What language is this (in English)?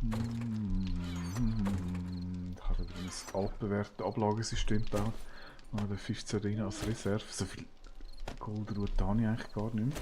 Swiss German